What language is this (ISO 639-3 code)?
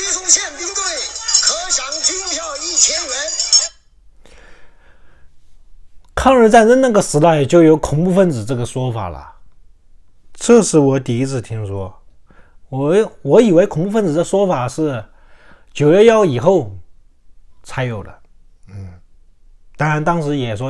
zho